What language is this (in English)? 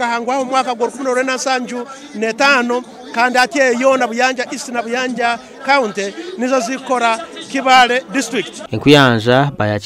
Nyankole